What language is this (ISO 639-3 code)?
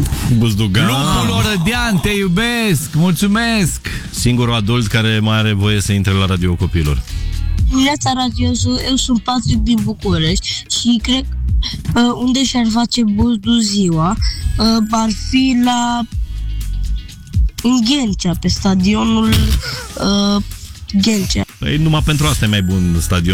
ron